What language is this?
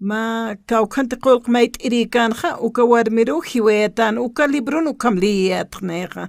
Aymara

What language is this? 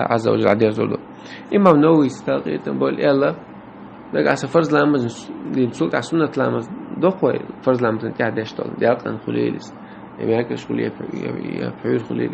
Chechen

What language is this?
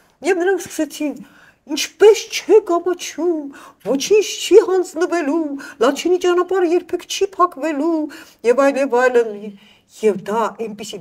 Armenian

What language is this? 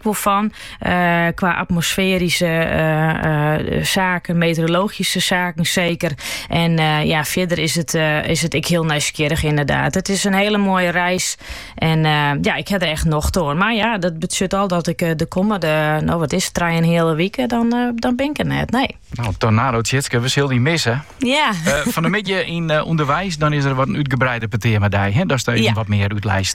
Dutch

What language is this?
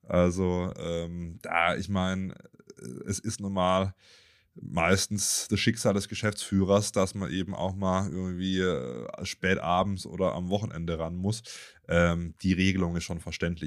German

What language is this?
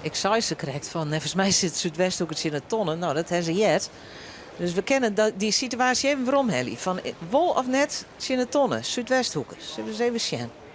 Western Frisian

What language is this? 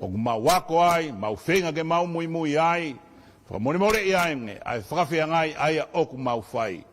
Tongan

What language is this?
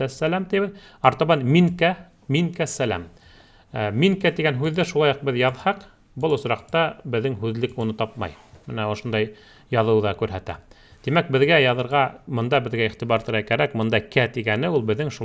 Bashkir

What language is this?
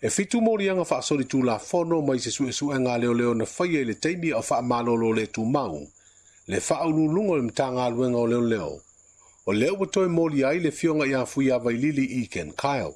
Samoan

